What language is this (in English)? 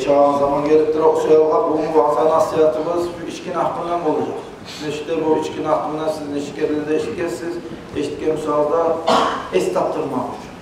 Kumyk